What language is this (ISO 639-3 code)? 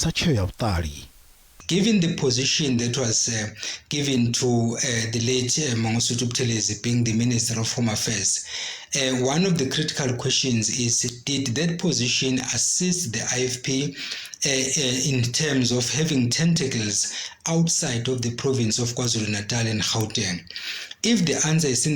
ven